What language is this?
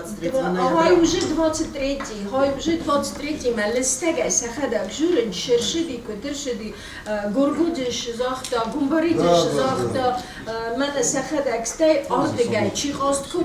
Ossetic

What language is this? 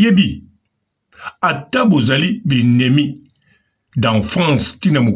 Lingala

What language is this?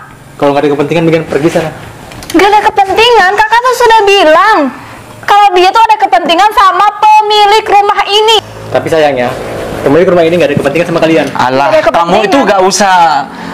Indonesian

